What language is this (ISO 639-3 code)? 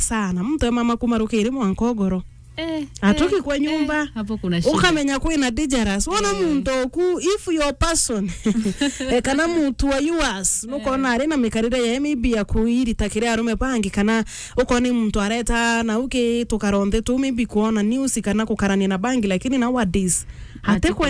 mer